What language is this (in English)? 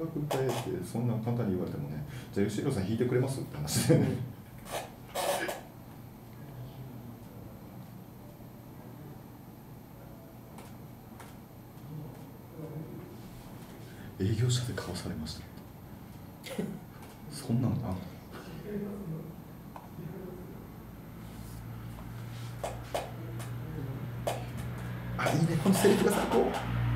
Japanese